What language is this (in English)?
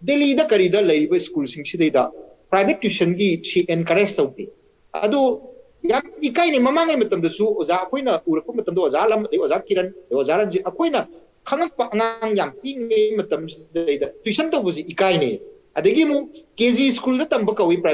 Manipuri